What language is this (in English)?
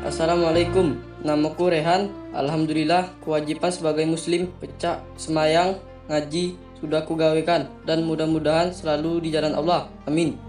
Musi